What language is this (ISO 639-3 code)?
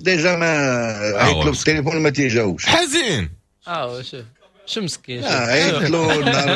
ary